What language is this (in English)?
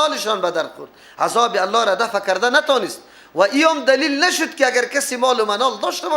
Persian